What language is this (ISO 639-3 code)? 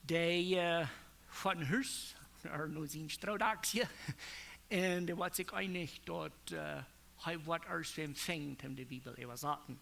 pdt